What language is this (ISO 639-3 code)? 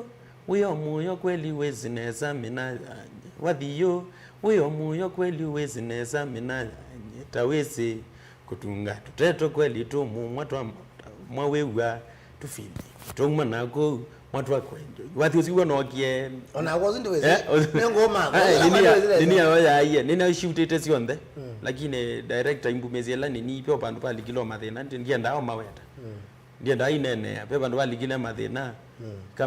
kam